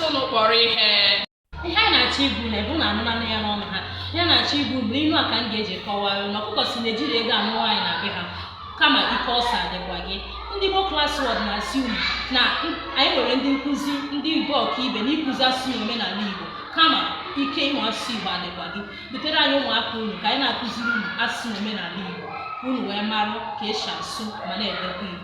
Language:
Igbo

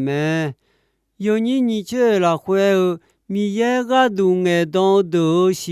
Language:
Akha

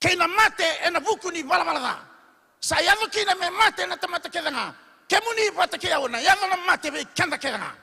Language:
Fijian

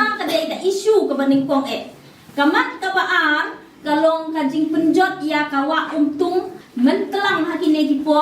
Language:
Khasi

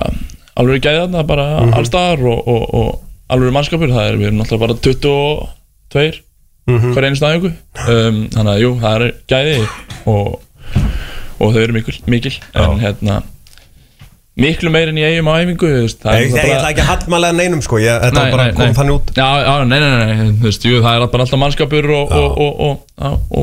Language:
Icelandic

